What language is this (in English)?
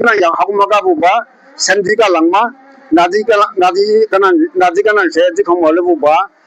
Dimasa